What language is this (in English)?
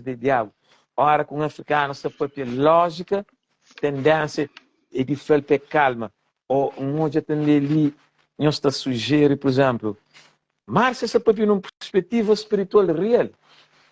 Kabuverdianu